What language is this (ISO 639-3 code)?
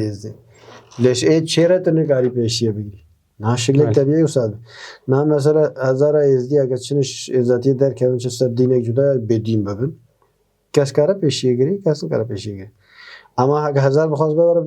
kur